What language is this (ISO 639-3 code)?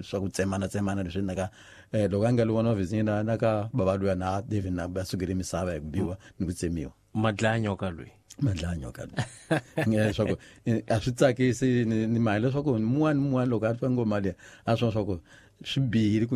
tso